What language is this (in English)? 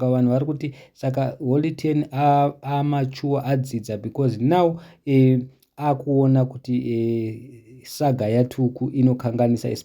Shona